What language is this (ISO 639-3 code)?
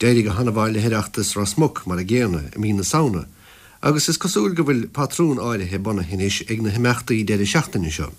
gle